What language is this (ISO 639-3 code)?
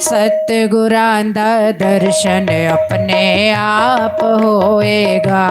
doi